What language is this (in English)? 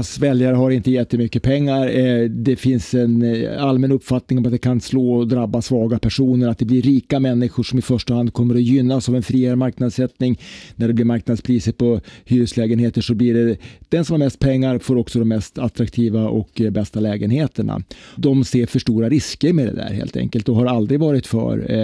Swedish